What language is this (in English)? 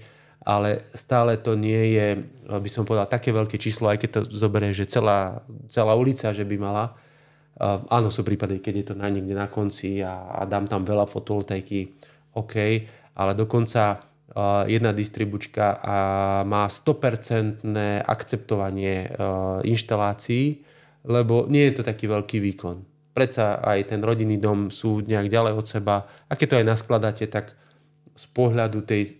Slovak